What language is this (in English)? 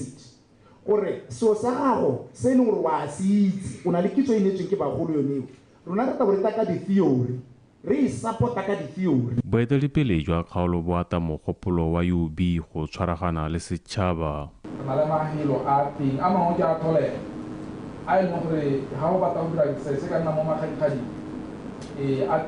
Tswana